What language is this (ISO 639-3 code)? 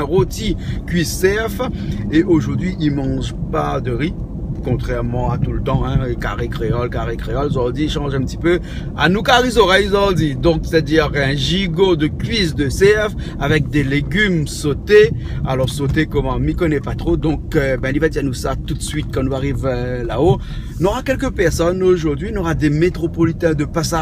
rcf